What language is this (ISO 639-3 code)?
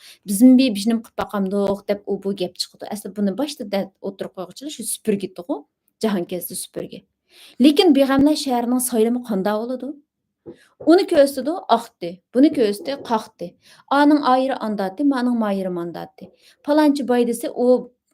uig